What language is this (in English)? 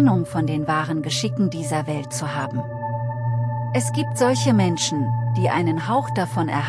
German